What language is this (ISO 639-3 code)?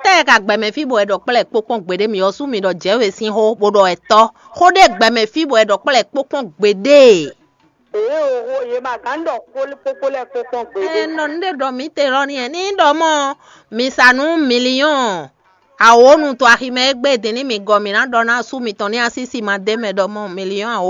fon